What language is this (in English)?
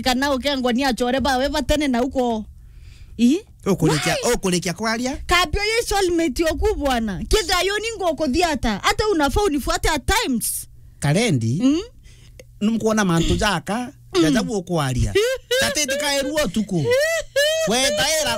Meru